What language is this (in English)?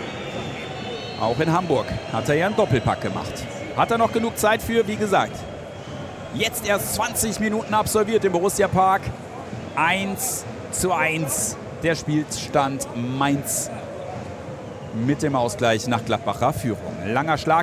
German